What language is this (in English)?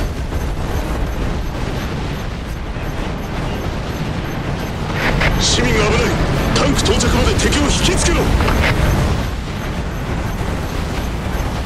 Japanese